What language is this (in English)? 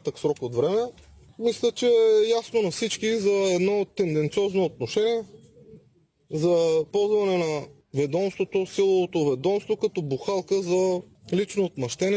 Bulgarian